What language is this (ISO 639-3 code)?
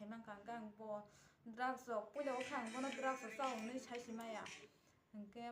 trp